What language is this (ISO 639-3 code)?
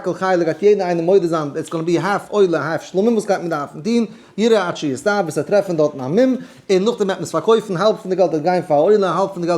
yid